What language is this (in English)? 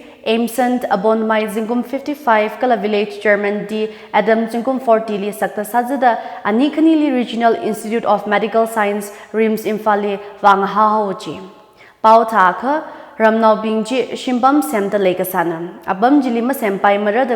Tangkhul Naga (India)